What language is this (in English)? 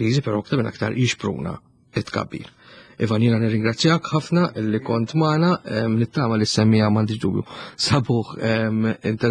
Maltese